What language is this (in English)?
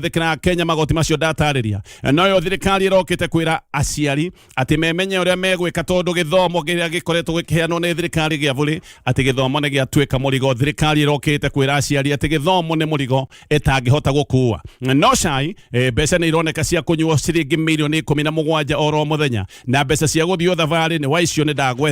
Kikuyu